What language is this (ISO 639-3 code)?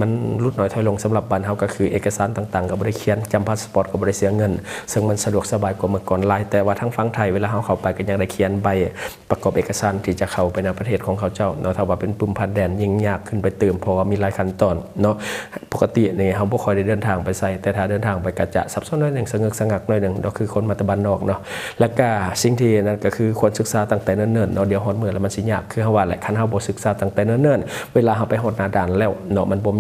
lao